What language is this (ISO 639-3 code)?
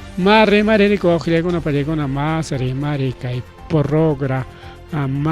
quy